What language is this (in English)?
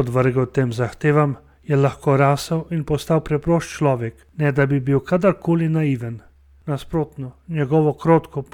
Slovenian